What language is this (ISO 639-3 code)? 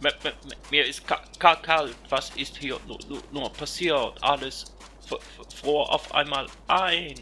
gsw